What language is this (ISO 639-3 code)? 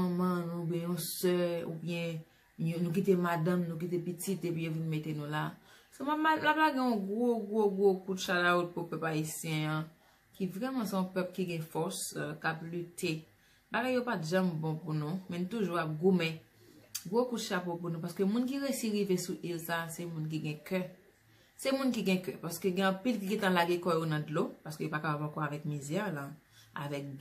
hat